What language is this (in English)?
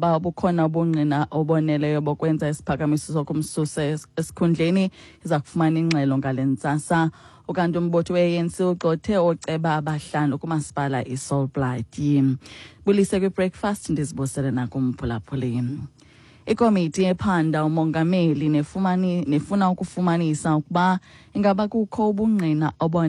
Xhosa